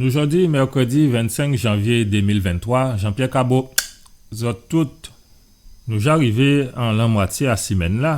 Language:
Guadeloupean Creole French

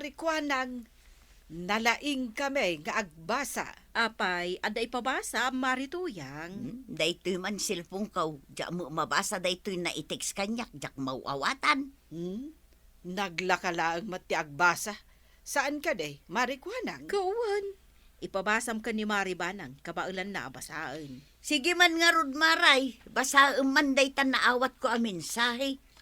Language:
Iloko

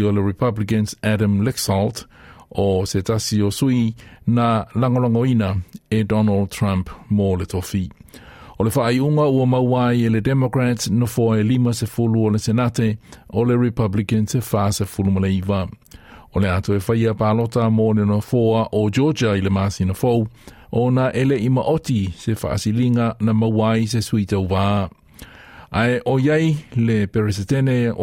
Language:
Samoan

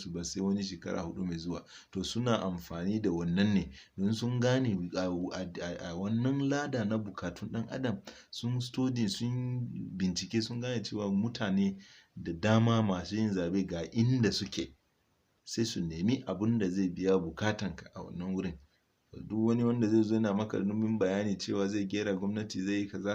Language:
Hausa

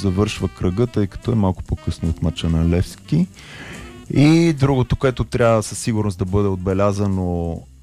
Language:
Bulgarian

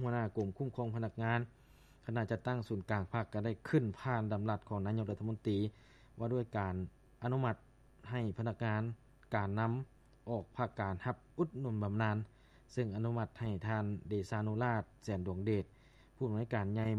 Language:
Lao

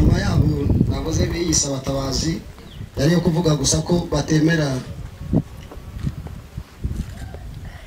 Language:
Kinyarwanda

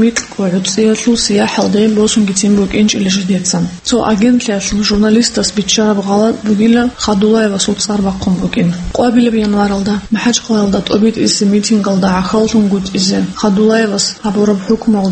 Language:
Avaric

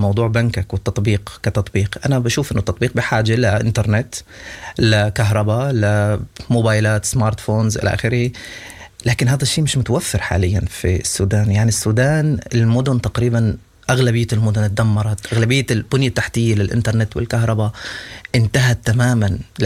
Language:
Sudanese Arabic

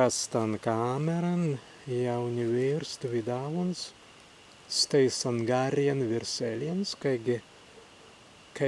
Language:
Prussian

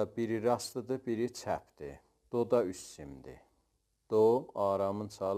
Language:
South Azerbaijani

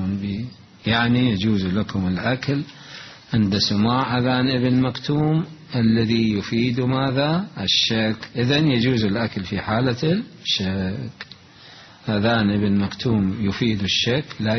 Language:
Mesopotamian Arabic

